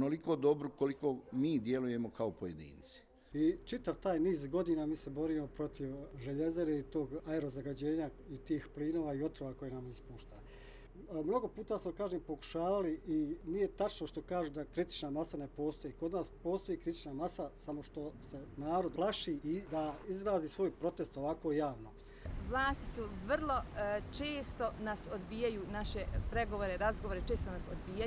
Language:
Bosnian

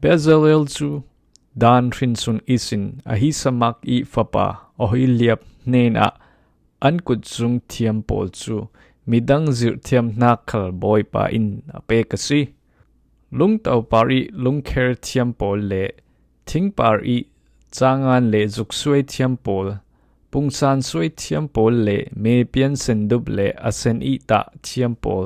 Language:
Falam Chin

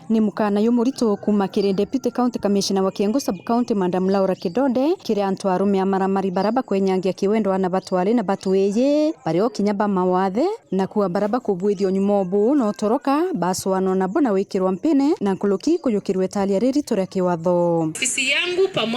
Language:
Meru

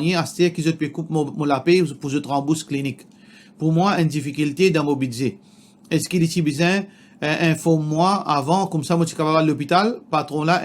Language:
Morisyen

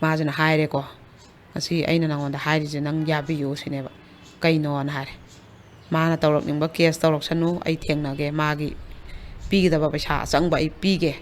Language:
Manipuri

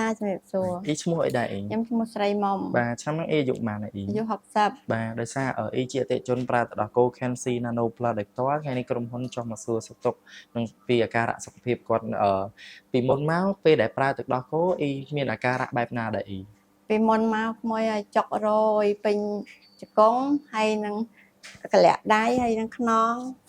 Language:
Khmer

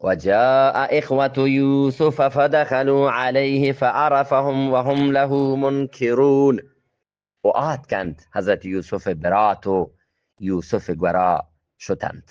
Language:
Eastern Balochi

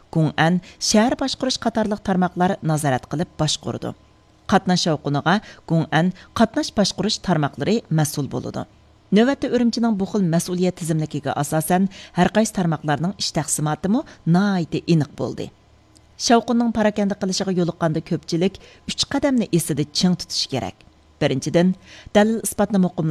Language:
Uyghur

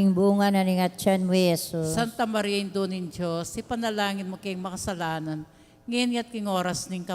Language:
Pampanga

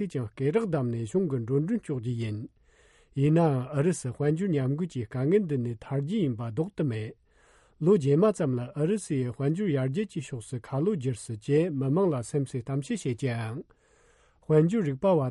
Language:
Tibetan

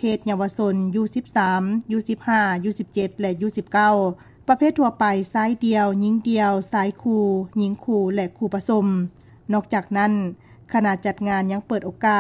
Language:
Lao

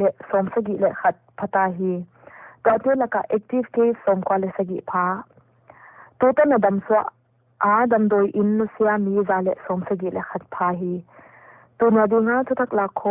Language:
Paite Chin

